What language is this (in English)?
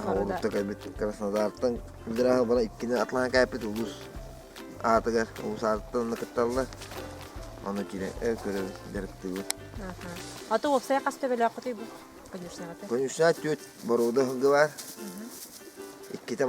Yakut